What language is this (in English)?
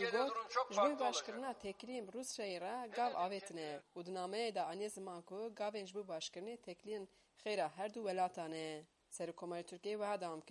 Kurdish